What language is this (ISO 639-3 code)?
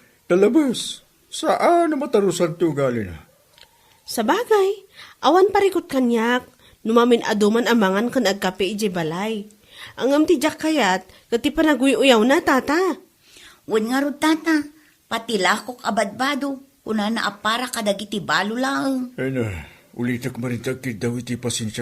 ilo